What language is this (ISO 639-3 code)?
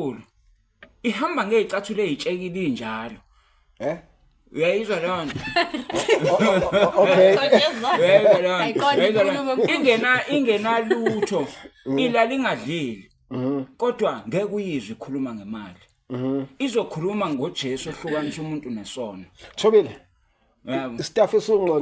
zul